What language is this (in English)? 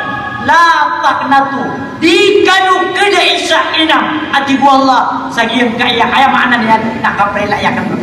Maranao